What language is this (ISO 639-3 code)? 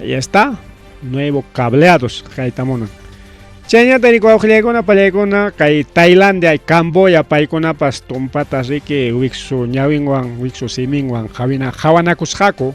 quy